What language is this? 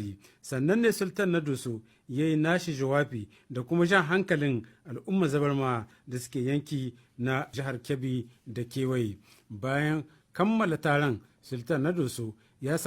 Hausa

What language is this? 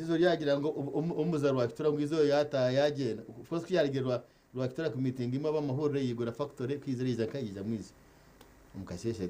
Nyankole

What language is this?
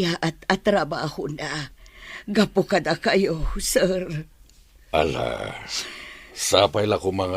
Iloko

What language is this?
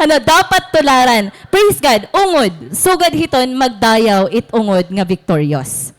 Waray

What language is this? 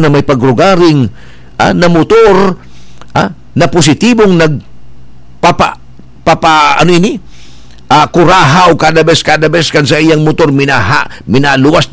Bikol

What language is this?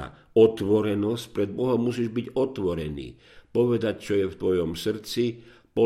Slovak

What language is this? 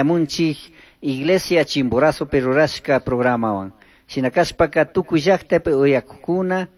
Chimborazo Highland Quichua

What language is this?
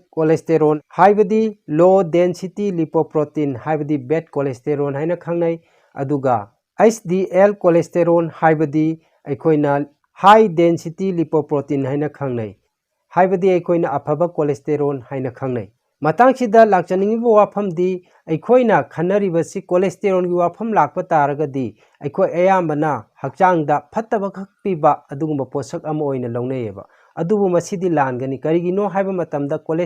Manipuri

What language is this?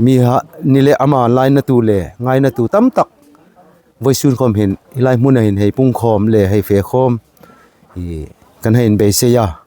Hmar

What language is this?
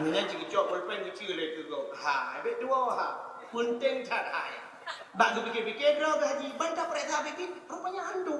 Achinese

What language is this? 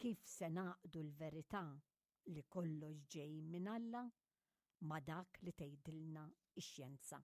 Maltese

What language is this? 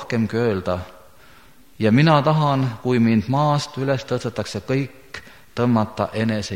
Estonian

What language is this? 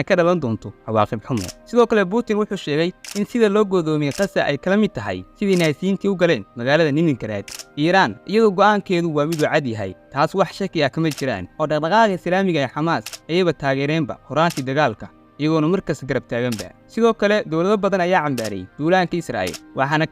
Somali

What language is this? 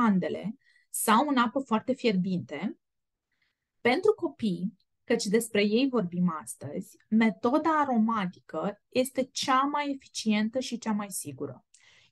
Romanian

